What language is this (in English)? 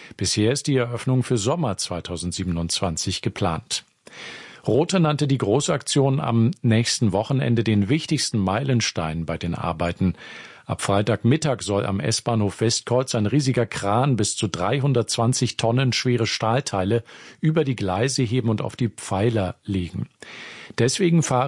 German